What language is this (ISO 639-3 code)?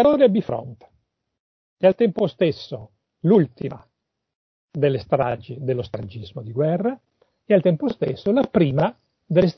ita